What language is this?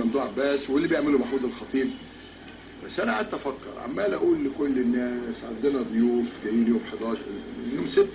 Egyptian Arabic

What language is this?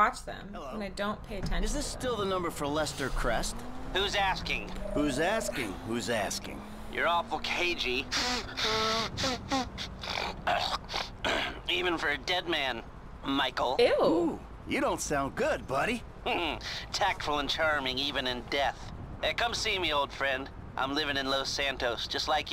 English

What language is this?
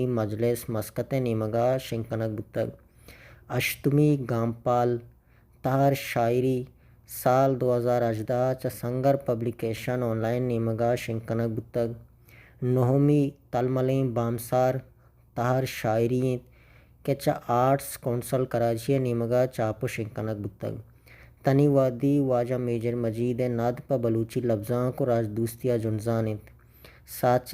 Baluchi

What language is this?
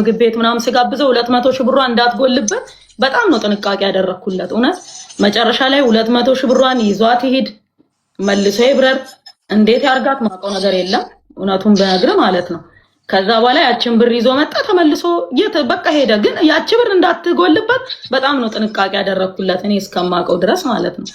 Amharic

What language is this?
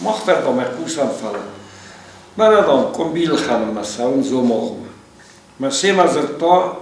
Ossetic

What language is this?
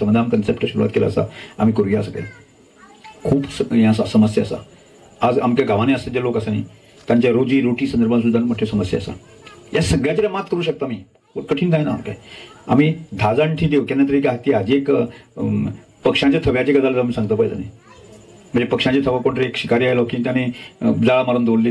Konkani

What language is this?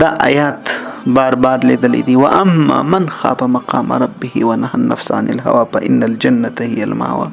Pashto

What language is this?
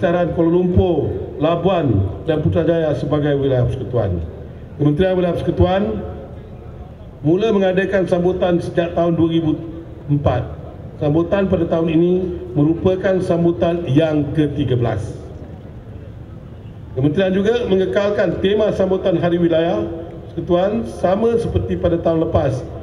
Malay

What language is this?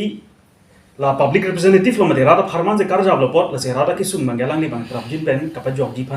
Karbi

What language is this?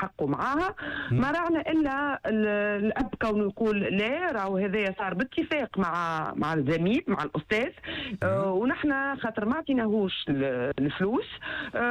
Tunisian Arabic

